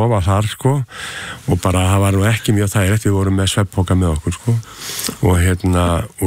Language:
Icelandic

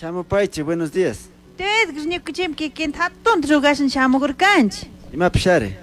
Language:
Chimborazo Highland Quichua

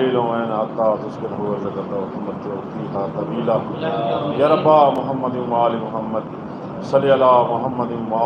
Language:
Saraiki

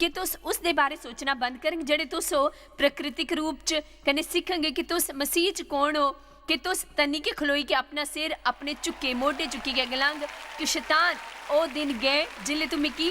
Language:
Dogri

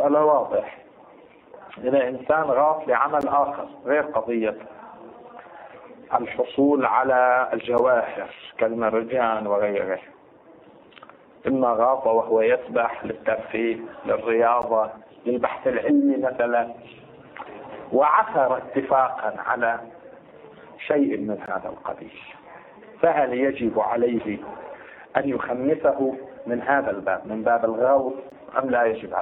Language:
Arabic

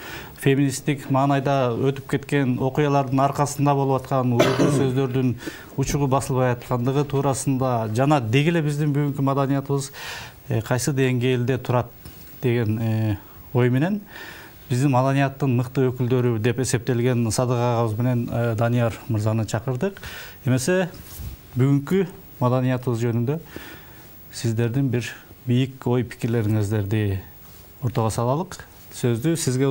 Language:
Kyrgyz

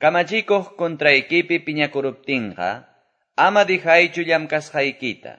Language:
Quechua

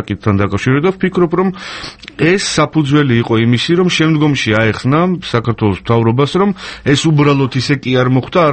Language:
Georgian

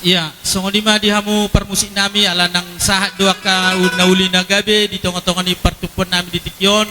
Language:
Batak Toba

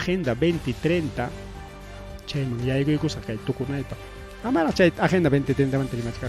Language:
Ayacucho Quechua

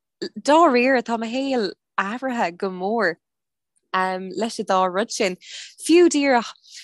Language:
Irish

